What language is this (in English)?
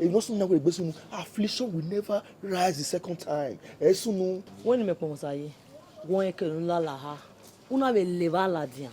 Bini